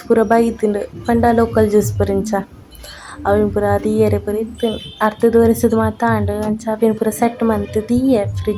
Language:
Tulu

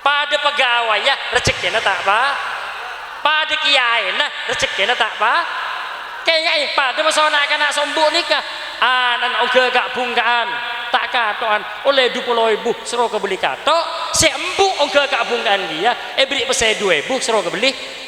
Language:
Madurese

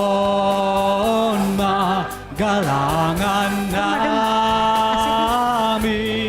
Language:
Batak Simalungun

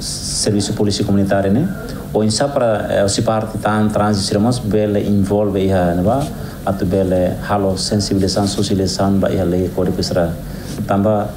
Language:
Tetum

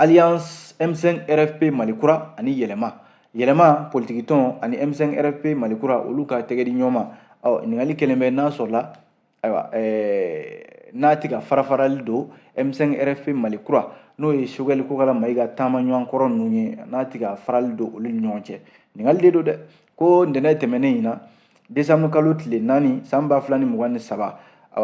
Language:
Bambara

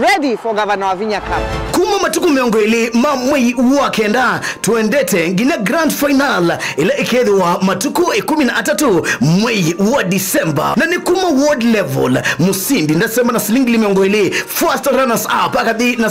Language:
Kamba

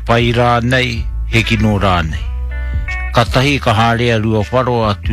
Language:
Māori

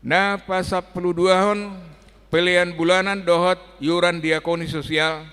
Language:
Batak Toba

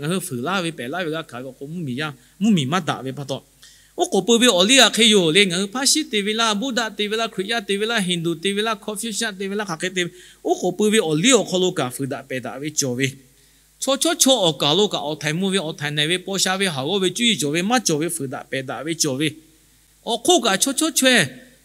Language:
Lahu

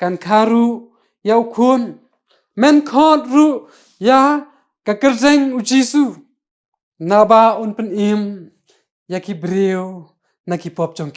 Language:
Khasi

